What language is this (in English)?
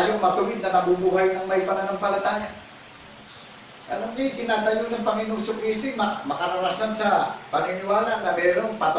Filipino